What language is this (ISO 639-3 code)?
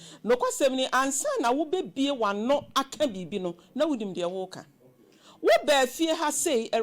aka